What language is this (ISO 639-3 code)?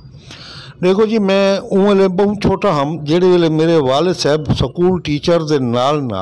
skr